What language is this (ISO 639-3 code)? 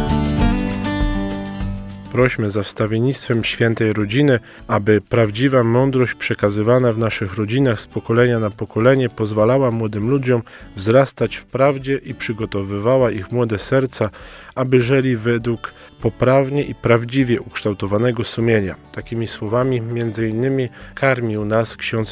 pol